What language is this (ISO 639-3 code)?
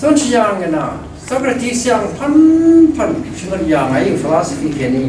raw